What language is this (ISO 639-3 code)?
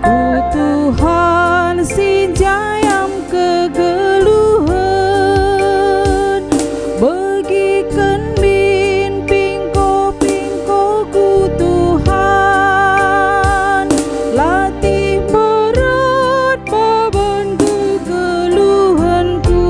btx